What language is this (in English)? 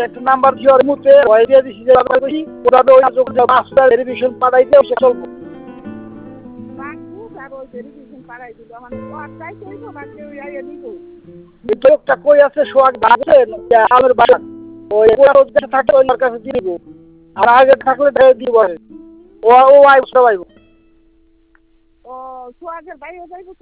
Bangla